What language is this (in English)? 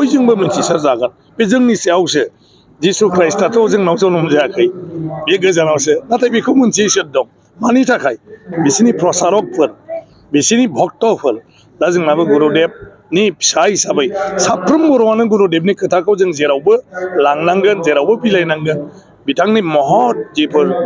Bodo